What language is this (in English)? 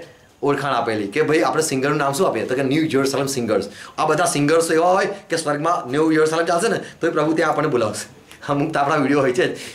Gujarati